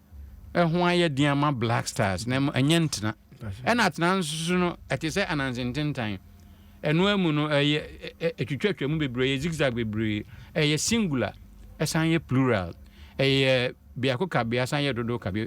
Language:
Akan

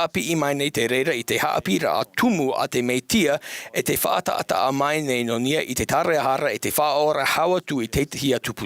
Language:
Tahitian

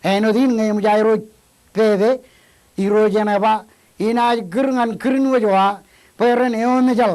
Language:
Marshallese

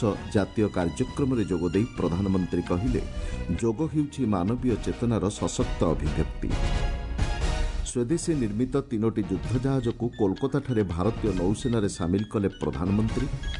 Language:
Odia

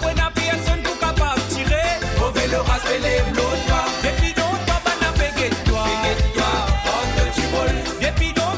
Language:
Morisyen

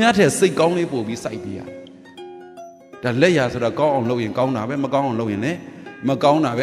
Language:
Burmese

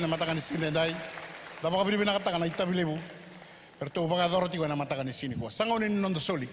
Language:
Fijian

